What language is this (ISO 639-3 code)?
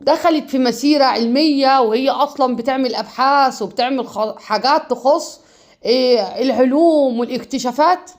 arz